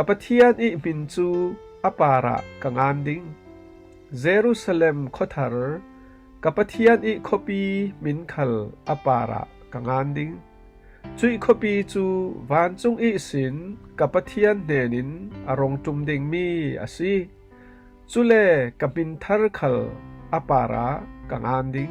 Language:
Falam Chin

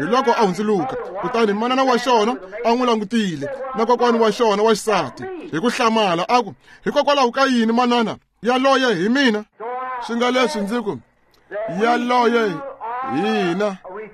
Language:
Tsonga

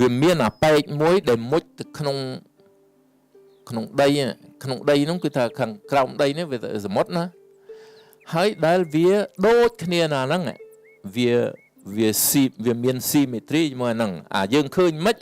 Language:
Khmer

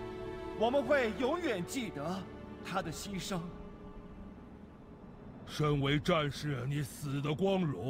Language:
Chinese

